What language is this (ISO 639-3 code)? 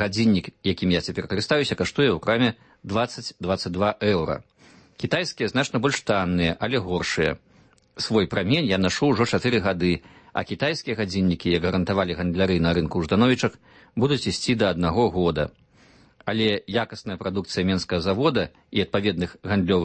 bel